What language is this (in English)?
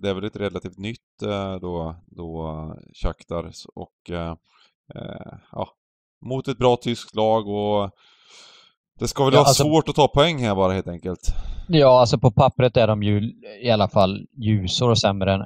Swedish